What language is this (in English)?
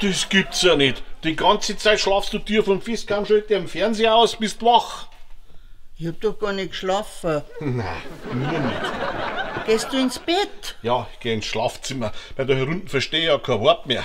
Bavarian